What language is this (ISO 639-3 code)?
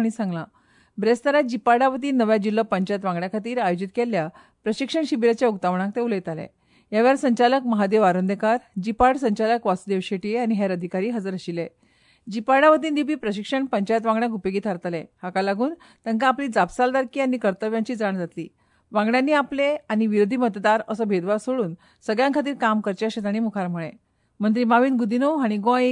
kok